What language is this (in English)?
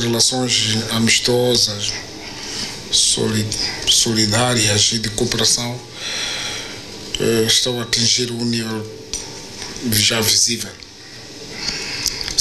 Portuguese